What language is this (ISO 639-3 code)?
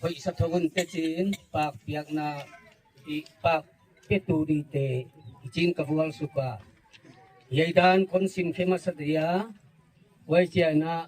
gnb